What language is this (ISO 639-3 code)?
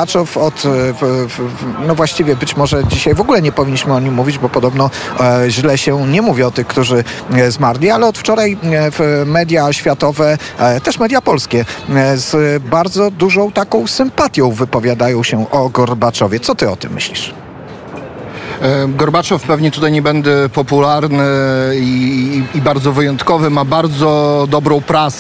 pol